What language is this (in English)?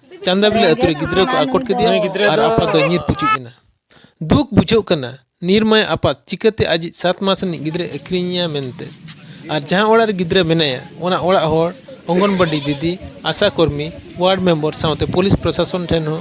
Santali